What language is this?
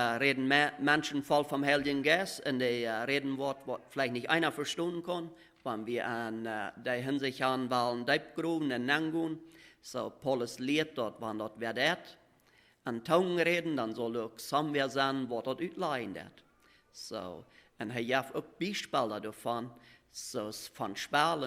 Plautdietsch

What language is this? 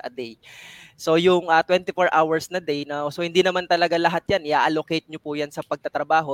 Filipino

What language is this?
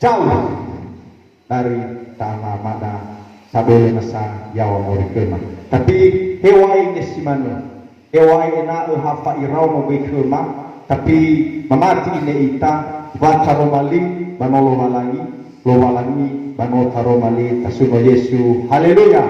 Nias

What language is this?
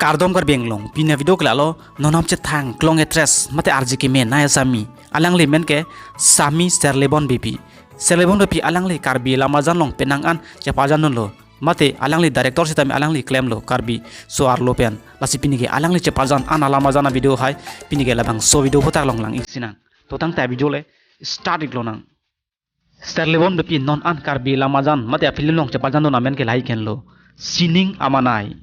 Karbi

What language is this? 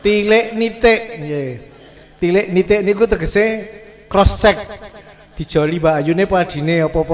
Javanese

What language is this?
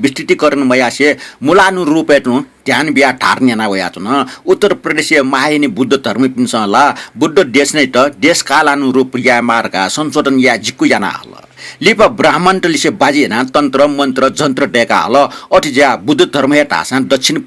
Newari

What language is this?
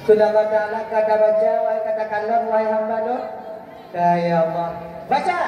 Achinese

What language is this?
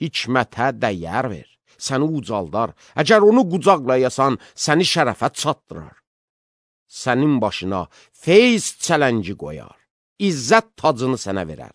Azerbaijani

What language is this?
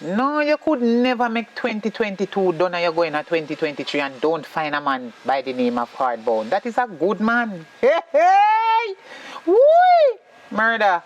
Jamaican Creole English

